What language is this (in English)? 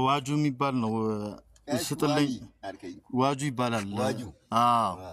Amharic